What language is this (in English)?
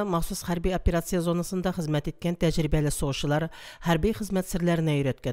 Tatar